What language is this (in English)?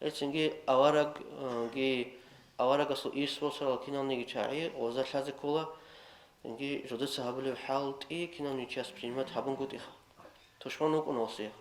Avaric